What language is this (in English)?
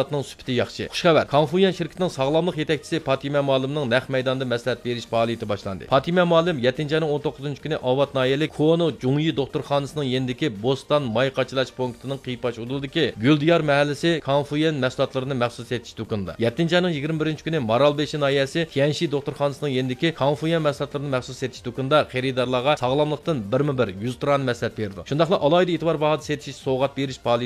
Uyghur